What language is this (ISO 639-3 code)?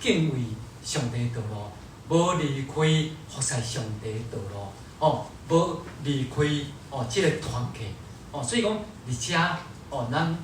nan